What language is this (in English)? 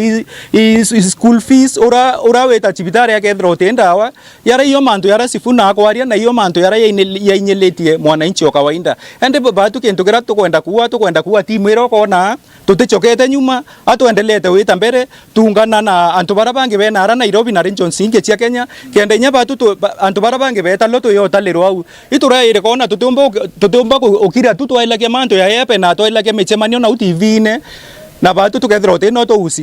Meru